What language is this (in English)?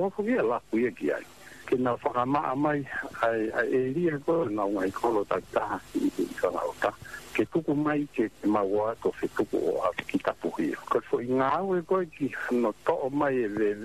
Tongan